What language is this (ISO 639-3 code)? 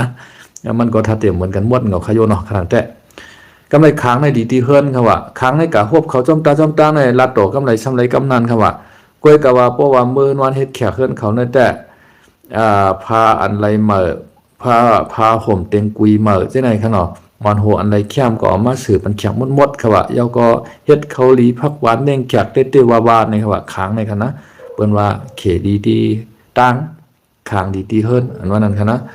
shn